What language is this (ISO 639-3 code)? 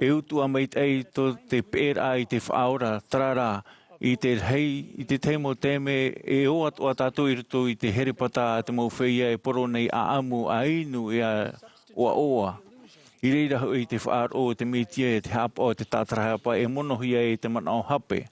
tah